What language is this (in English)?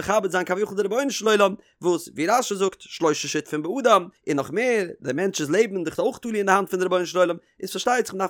Yiddish